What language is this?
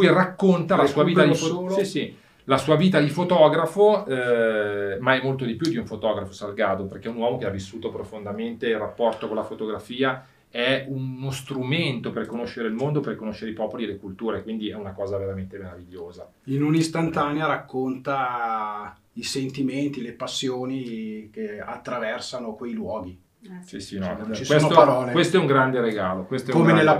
Italian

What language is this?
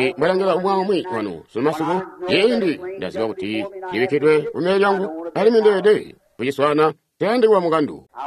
Tonga (Zambia)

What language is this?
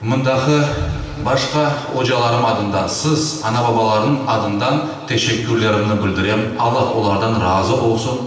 Crimean Tatar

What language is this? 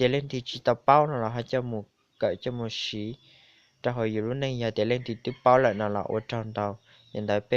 Hmong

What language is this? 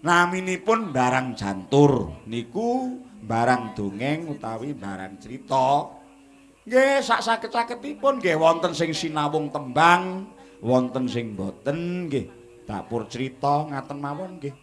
Javanese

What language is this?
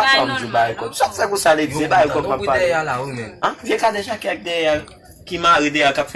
Haitian Creole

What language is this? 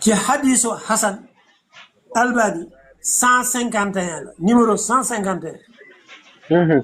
Wolof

